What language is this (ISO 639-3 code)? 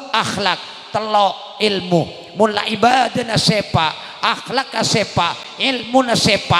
mad